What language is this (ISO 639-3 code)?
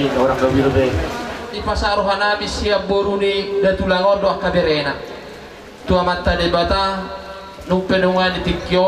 bbc